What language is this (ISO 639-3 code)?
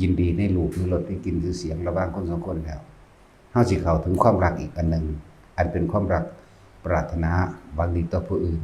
tts